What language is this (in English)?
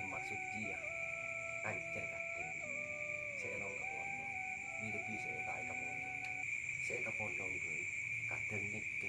Madurese